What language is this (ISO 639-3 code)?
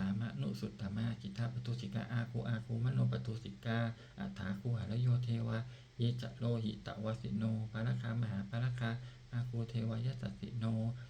pli